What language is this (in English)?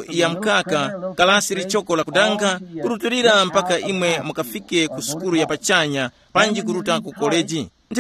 Tumbuka